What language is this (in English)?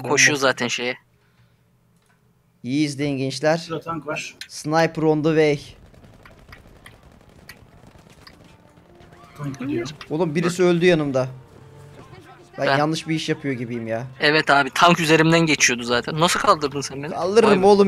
Turkish